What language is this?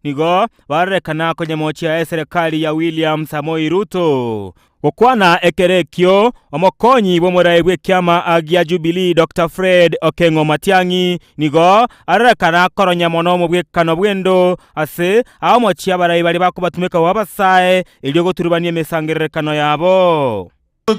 Gusii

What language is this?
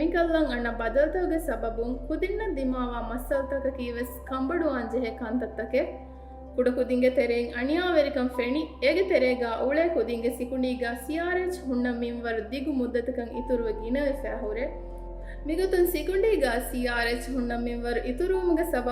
Divehi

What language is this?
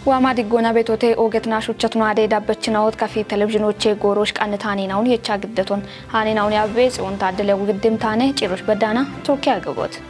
Kafa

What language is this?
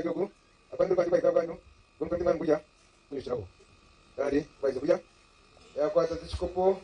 Nyankole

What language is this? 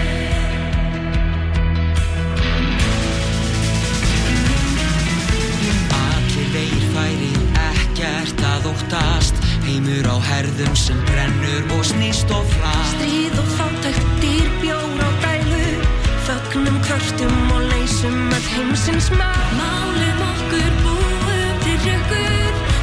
Icelandic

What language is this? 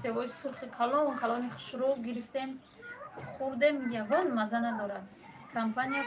Tajik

